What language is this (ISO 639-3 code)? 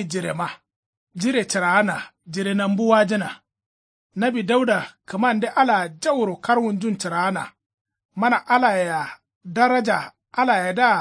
kau